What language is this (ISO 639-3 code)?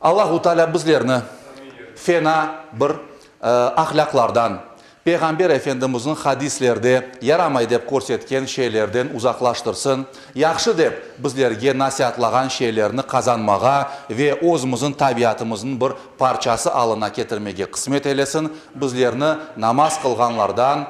crh